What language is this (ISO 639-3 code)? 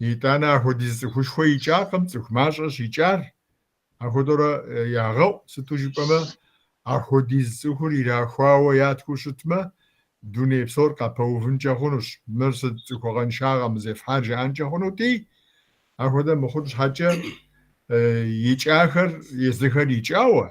kbd